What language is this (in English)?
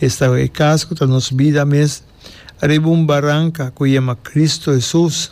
Papiamento